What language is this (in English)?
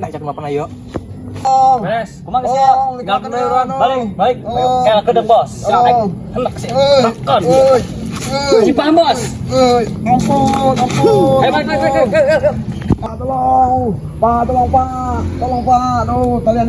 Sundanese